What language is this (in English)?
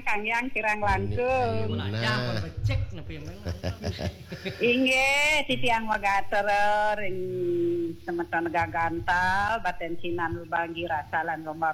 Balinese